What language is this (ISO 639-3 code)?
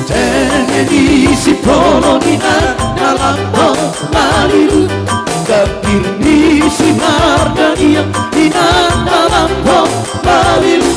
bbc